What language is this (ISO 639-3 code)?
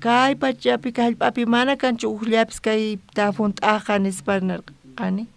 quh